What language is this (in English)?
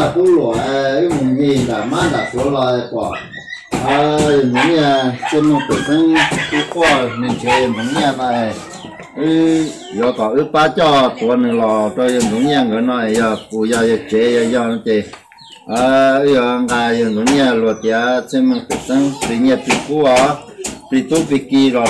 Hmong